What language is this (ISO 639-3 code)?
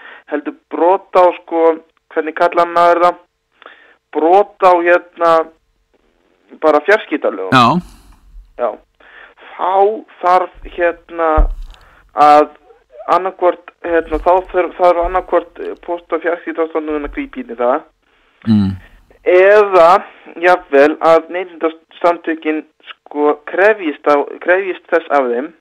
isl